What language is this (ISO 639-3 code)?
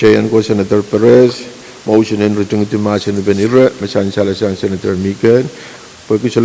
pon